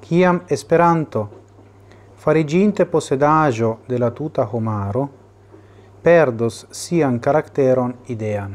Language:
Esperanto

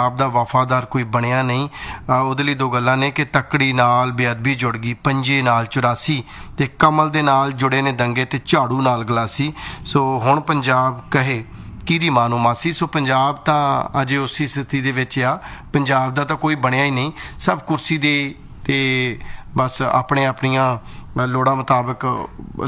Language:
Punjabi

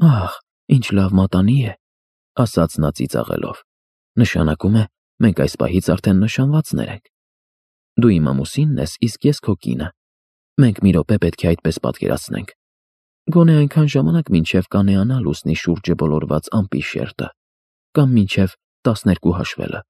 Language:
Armenian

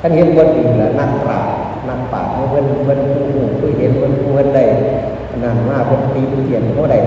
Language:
Northeastern Thai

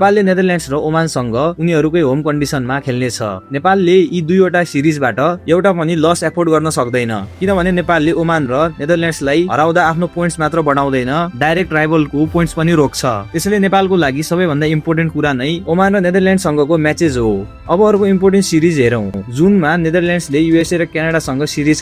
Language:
Nepali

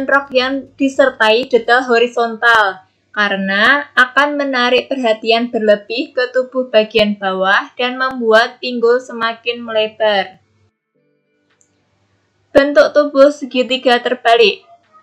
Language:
Indonesian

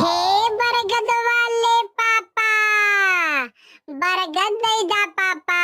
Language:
Bhojpuri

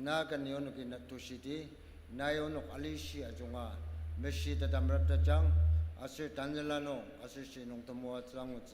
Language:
Ao Naga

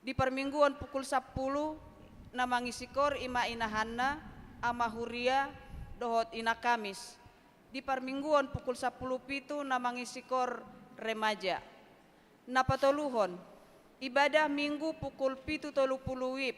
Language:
Batak Toba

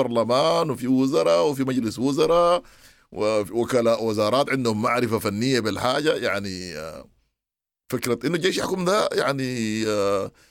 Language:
Sudanese Arabic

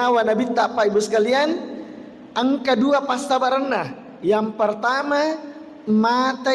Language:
Buginese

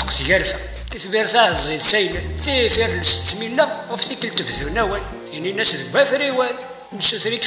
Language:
Kabyle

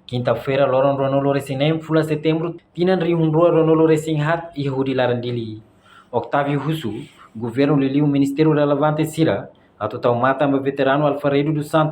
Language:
Tetum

